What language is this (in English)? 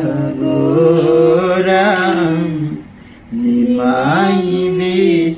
Bangla